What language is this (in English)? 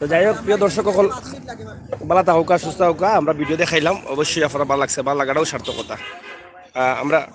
Sylheti